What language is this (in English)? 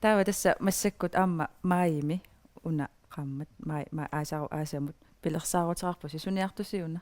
Kalaallisut